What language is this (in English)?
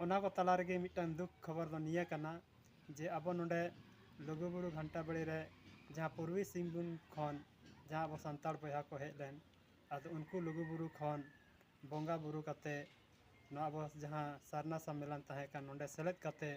Santali